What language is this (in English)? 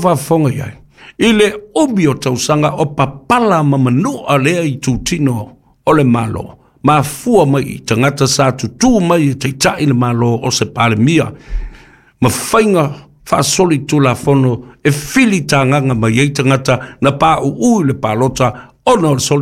Samoan